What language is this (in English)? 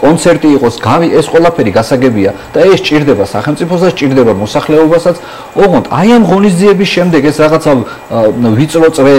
Georgian